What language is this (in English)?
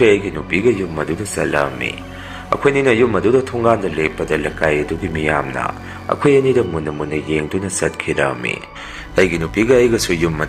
Manipuri